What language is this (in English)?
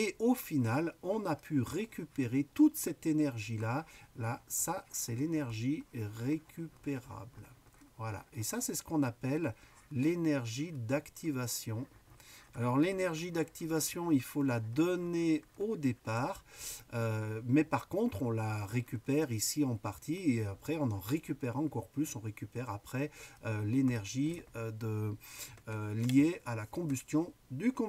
French